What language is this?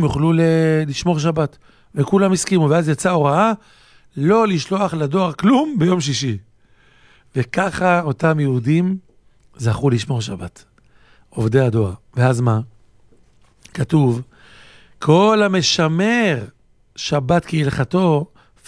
Hebrew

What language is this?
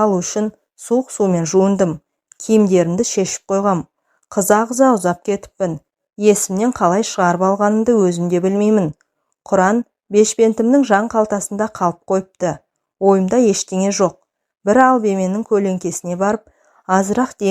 Kazakh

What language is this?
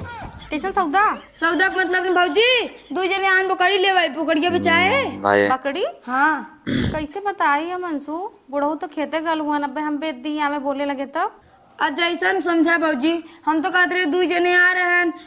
Awadhi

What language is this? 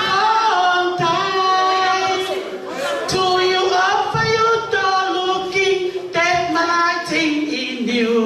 Tongan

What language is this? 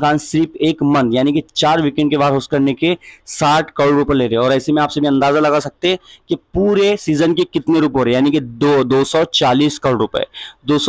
Hindi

